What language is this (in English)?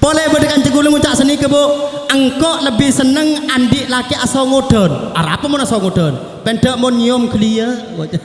Madurese